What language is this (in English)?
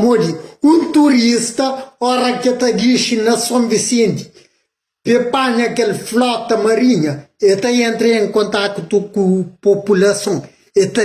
Kabuverdianu